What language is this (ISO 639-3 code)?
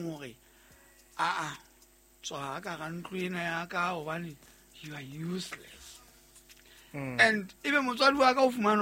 sot